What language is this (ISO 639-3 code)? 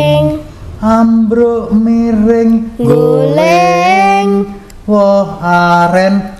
jav